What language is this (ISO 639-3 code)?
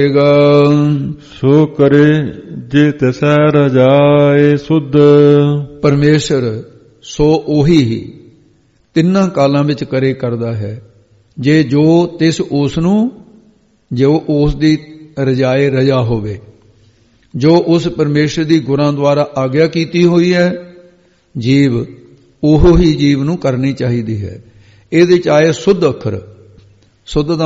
pan